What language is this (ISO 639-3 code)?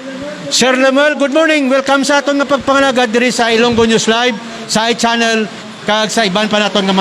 hil